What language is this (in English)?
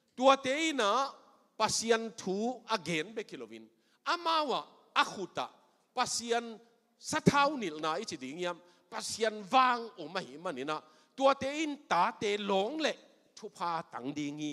Tedim Chin